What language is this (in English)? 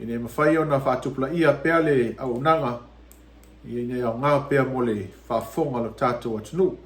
Samoan